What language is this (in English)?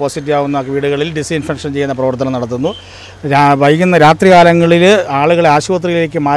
Malayalam